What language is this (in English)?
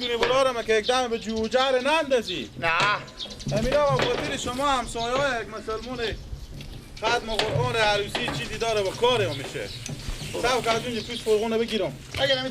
Persian